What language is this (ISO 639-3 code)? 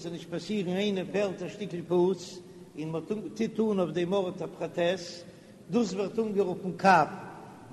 yid